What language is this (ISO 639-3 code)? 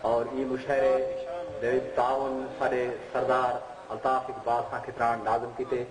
skr